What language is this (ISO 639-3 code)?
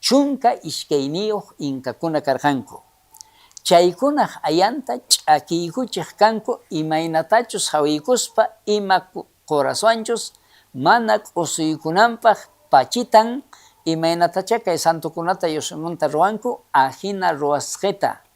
quh